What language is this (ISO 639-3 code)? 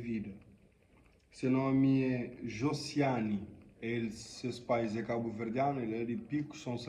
kea